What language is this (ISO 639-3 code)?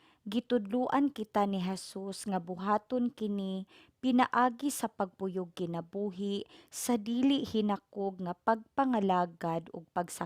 ceb